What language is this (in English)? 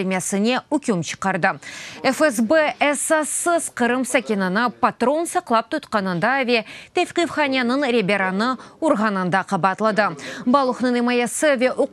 Crimean Tatar